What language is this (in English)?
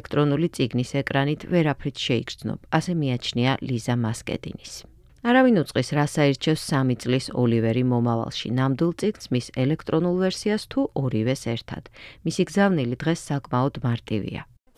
Georgian